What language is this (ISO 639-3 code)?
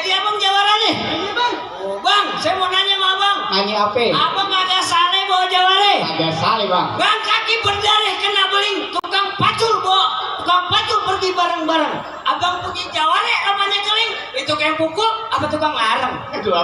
bew